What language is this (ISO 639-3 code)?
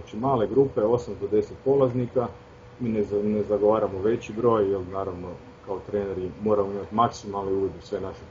hrv